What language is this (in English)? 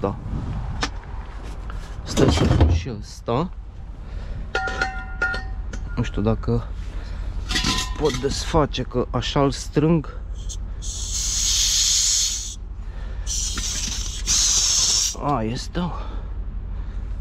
Romanian